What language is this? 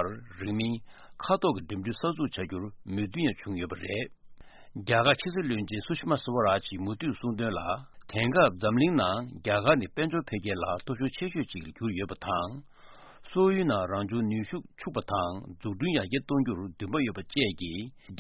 Tibetan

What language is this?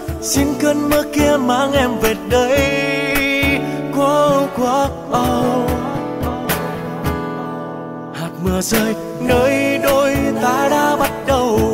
Vietnamese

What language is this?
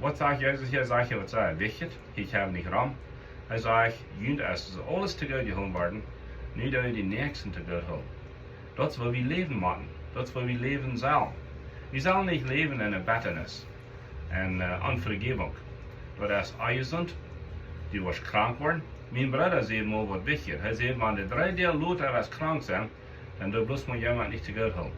Plautdietsch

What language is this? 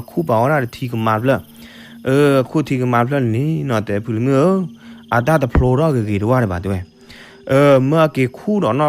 S'gaw Karen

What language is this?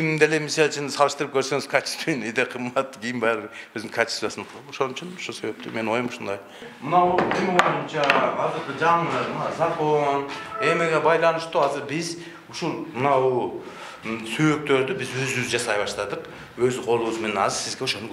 Kyrgyz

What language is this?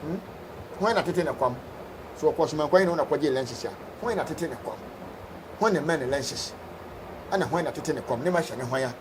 Akan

